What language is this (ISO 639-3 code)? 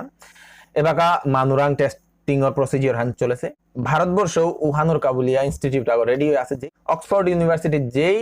bpy